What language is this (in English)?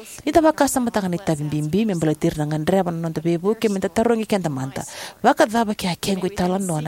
Fijian